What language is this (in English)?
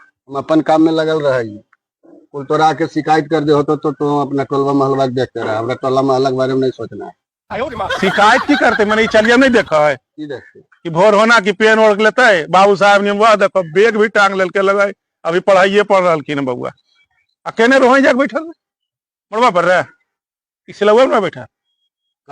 Magahi